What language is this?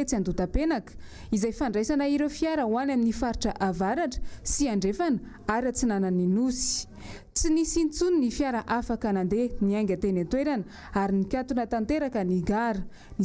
Malagasy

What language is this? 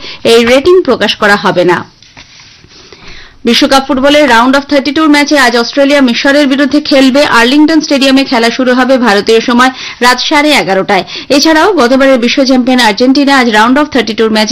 Bangla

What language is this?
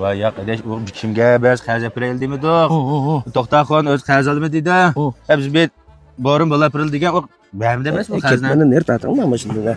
Uyghur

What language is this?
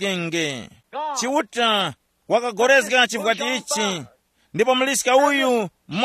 Tumbuka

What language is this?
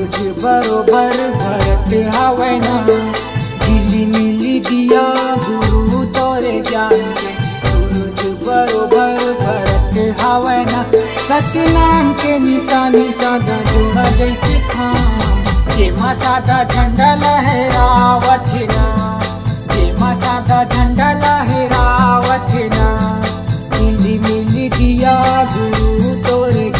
Chhattisgarhi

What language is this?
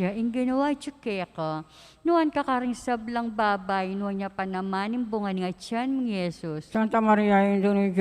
Pampanga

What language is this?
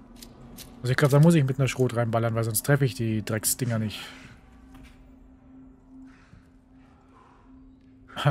German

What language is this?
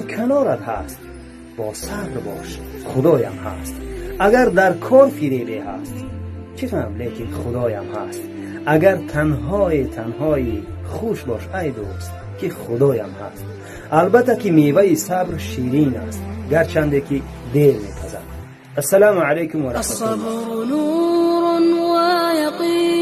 Tajik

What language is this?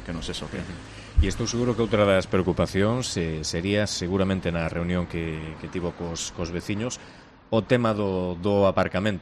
Galician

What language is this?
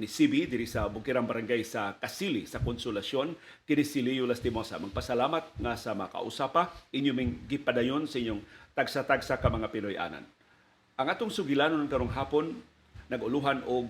Cebuano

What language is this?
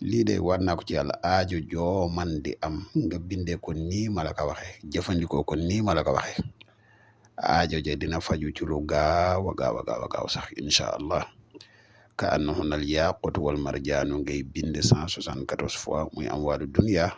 Wolof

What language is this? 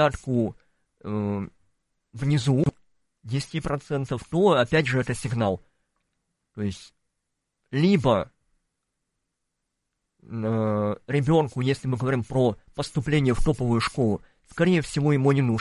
Russian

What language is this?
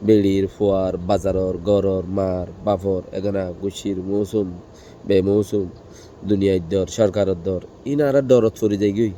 Rohingya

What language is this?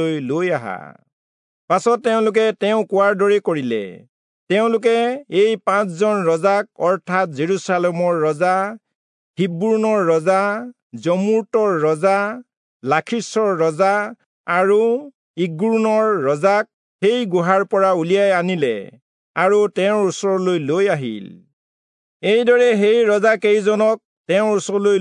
Assamese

